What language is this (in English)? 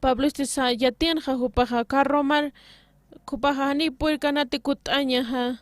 Aymara